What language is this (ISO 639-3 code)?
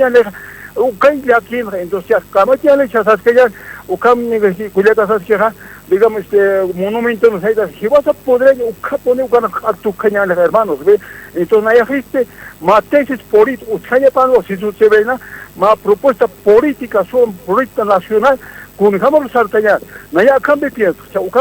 aym